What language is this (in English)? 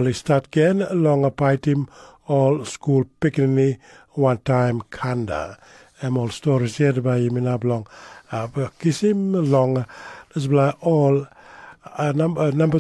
Tok Pisin